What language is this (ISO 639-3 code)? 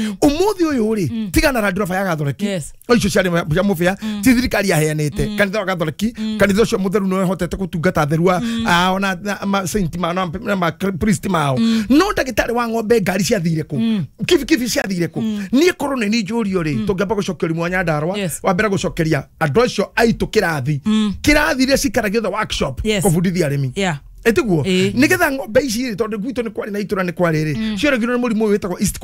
kik